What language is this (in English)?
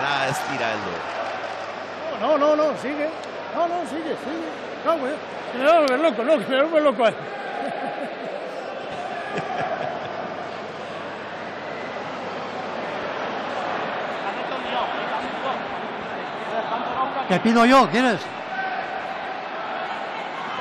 Basque